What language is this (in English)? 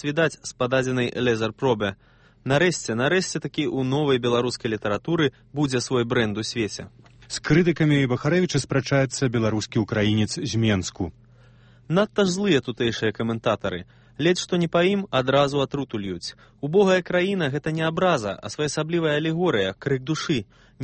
Belarusian